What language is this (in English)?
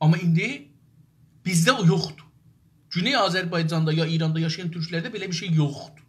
South Azerbaijani